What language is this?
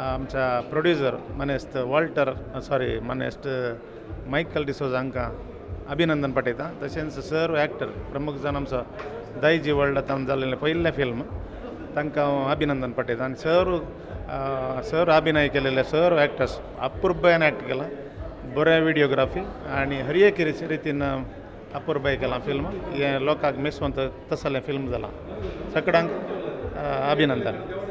Konkani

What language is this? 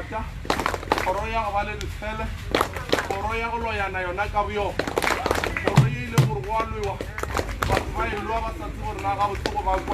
Northern Sotho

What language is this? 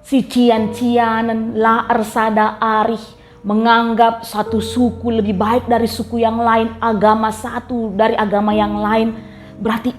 Batak Karo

